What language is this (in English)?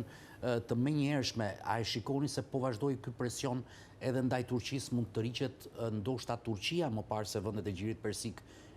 Albanian